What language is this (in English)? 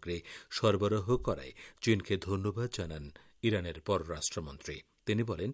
Bangla